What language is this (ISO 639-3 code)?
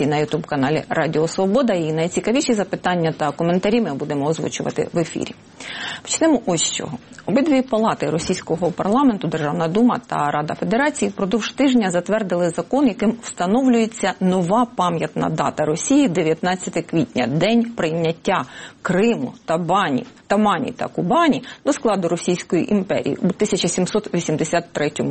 ukr